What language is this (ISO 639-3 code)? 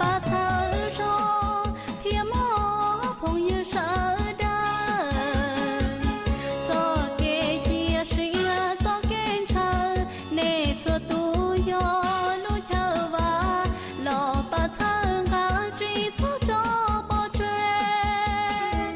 hmn